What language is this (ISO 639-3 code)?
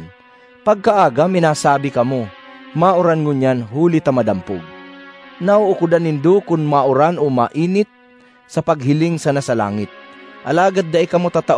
bik